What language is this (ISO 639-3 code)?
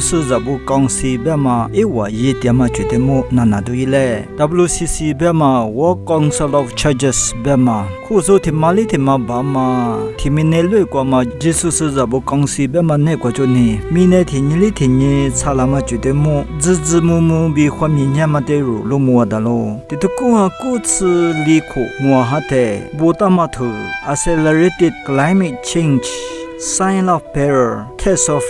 lis